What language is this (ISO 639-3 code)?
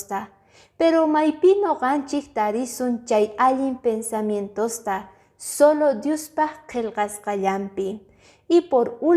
que